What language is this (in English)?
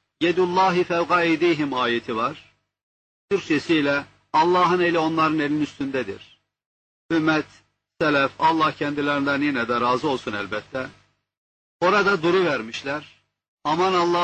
Turkish